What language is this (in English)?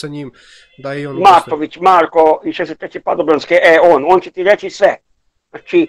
Serbian